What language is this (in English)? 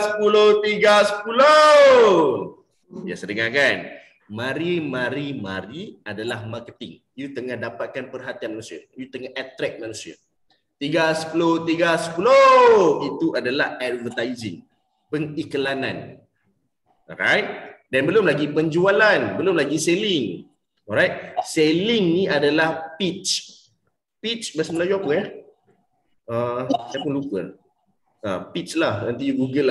Malay